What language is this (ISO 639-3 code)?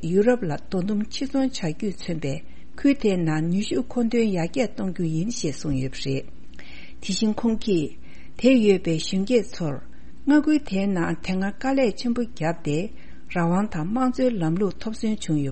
bod